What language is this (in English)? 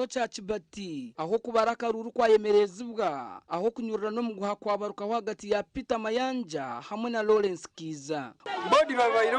Nyankole